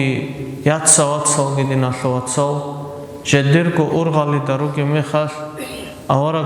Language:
Avaric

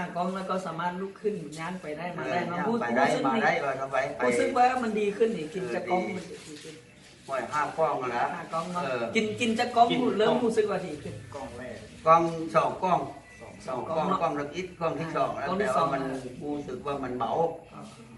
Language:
Lao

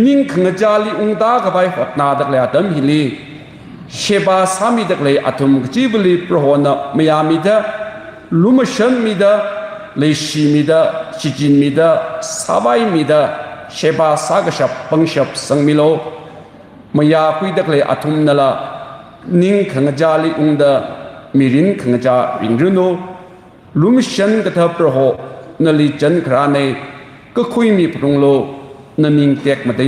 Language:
Tangkhul Naga (India)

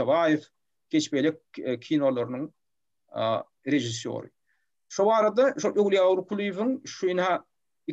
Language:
Turkmen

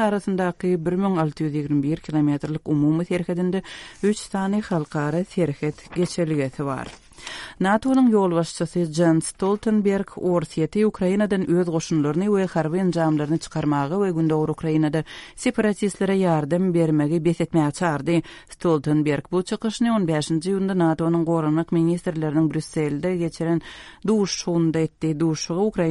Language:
Turkmen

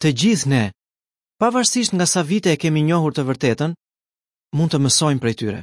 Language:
Albanian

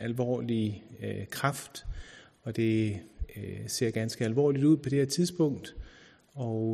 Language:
Danish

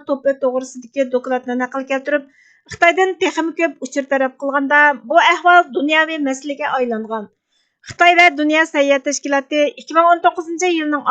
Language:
Uyghur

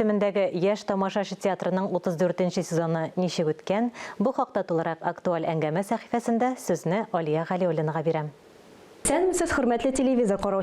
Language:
Tatar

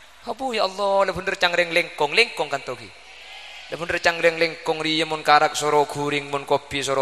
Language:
Madurese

